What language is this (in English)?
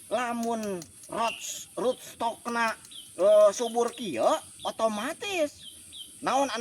Sundanese